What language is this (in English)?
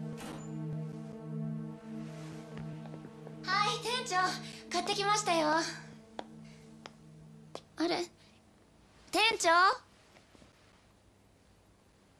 Japanese